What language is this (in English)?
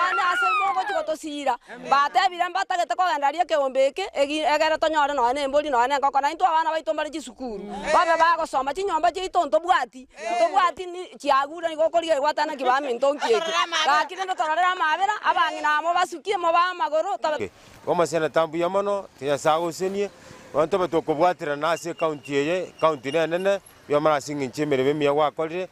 Gusii